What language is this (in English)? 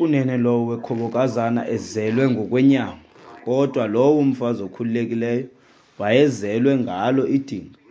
Xhosa